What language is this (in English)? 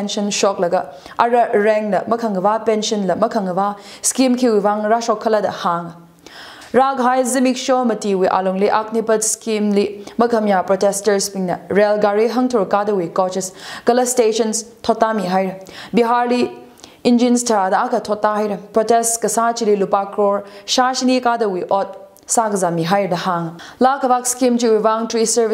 Tangkhul Naga (India)